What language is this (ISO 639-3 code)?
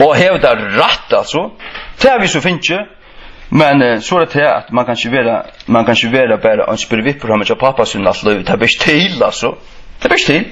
fao